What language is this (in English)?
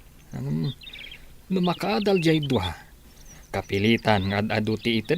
Iloko